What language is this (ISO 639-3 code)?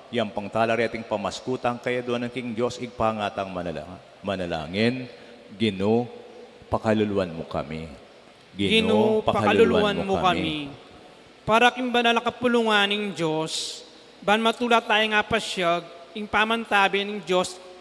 pam